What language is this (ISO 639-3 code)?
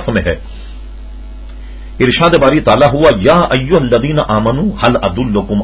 urd